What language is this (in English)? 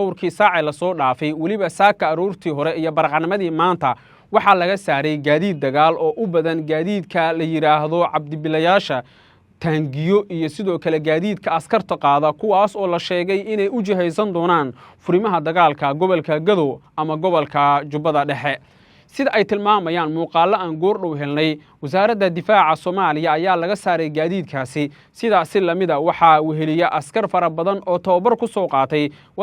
Somali